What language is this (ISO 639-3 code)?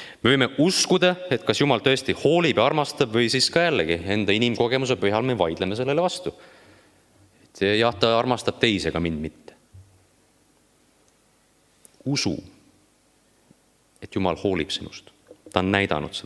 est